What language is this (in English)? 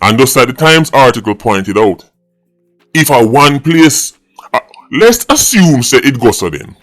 Jamaican Creole English